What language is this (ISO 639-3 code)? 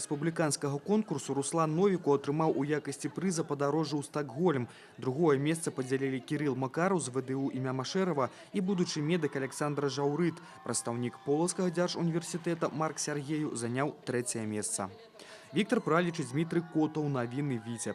bel